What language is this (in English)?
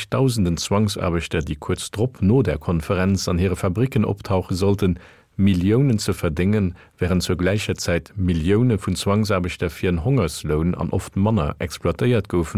Luxembourgish